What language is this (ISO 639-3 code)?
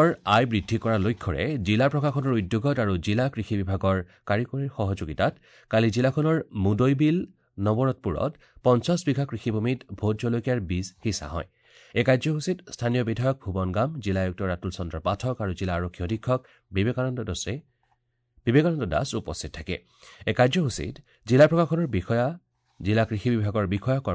asm